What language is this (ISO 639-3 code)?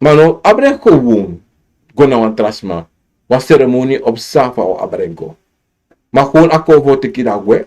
srn